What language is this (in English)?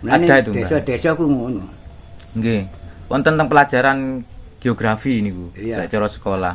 Javanese